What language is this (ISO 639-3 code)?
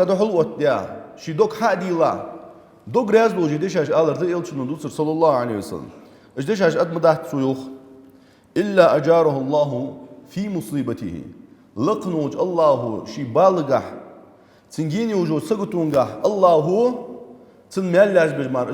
inh